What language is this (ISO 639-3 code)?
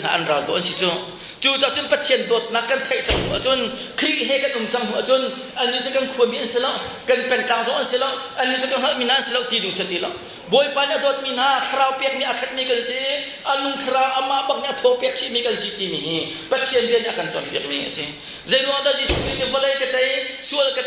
cnh